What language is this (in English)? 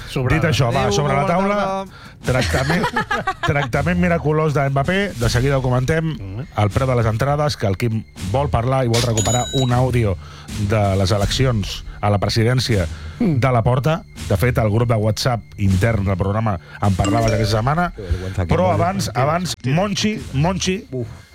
Catalan